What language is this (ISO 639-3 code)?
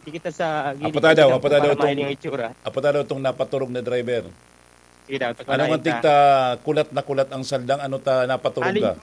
bik